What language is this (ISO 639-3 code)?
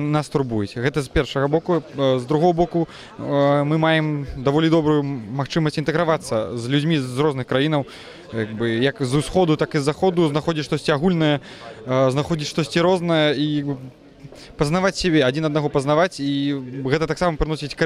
bel